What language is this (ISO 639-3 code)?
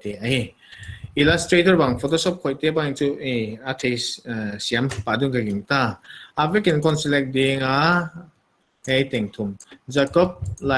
pck